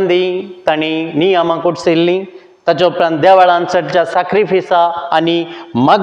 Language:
Konkani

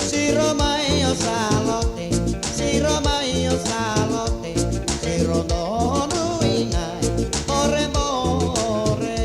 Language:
Fijian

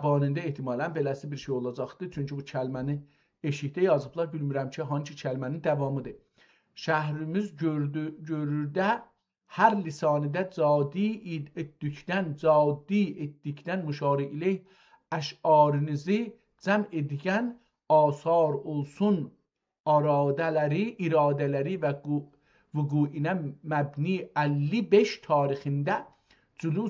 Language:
South Azerbaijani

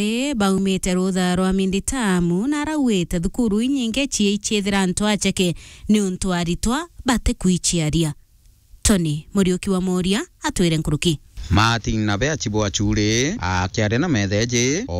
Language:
Meru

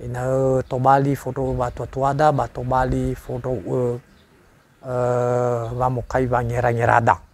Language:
Nias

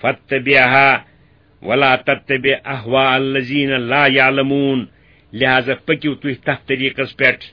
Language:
Kashmiri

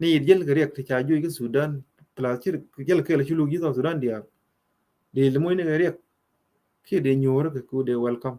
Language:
Nuer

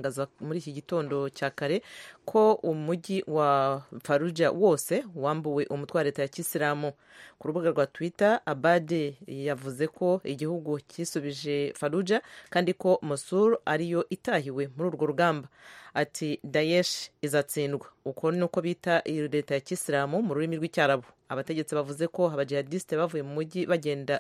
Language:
Kinyarwanda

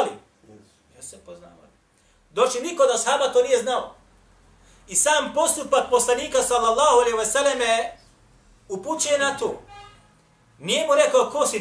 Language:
Bosnian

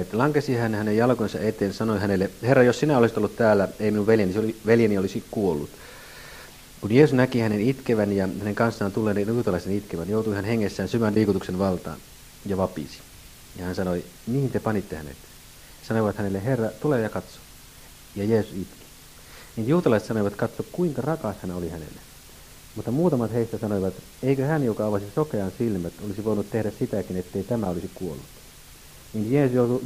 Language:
Finnish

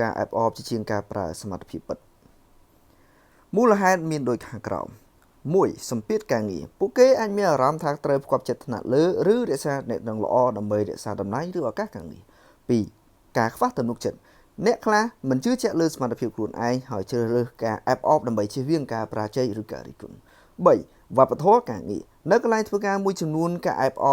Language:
Khmer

